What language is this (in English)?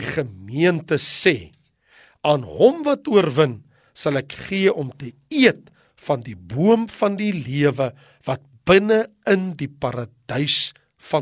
Afrikaans